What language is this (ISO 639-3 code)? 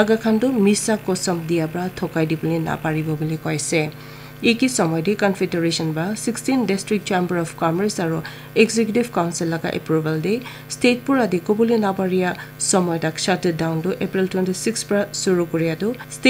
nag